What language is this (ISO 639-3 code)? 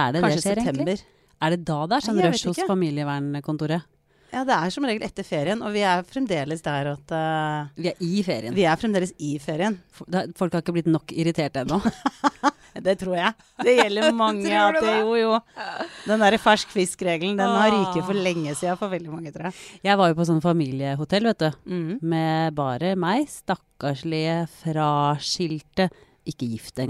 nor